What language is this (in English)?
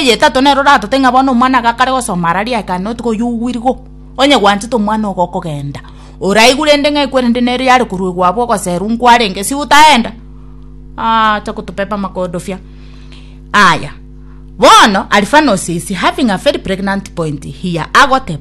Gusii